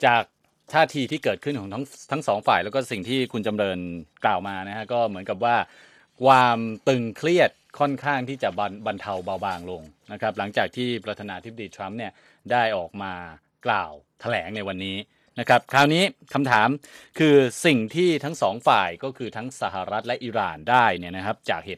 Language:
Thai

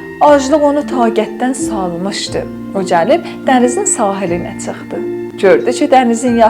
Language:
South Azerbaijani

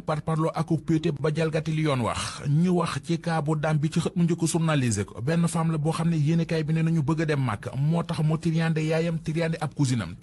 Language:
Wolof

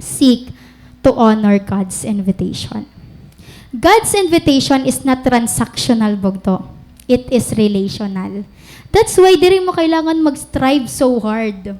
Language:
Waray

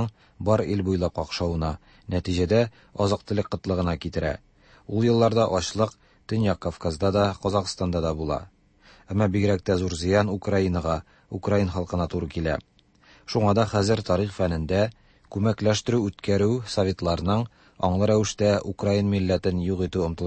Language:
Tatar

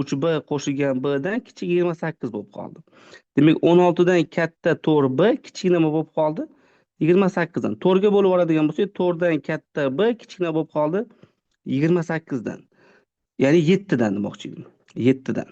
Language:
Uzbek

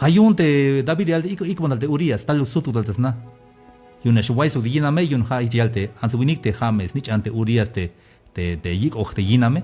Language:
Tzeltal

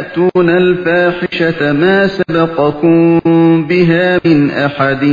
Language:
Uyghur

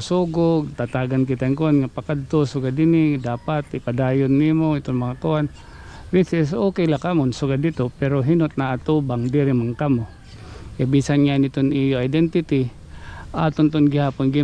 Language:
Waray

